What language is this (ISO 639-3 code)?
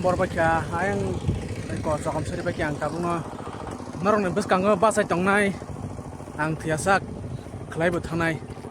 trp